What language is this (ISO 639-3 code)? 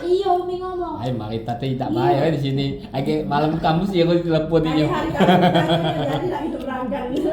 mui